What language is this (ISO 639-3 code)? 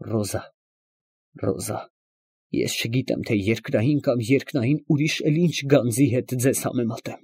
hye